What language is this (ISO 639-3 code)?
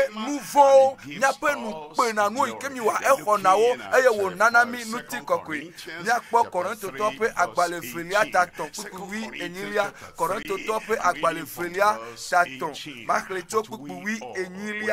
ewe